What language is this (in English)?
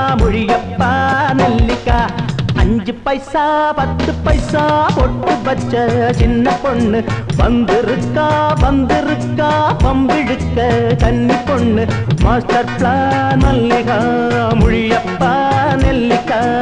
Tamil